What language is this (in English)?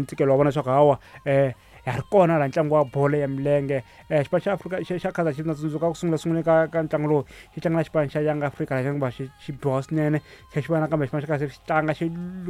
Tsonga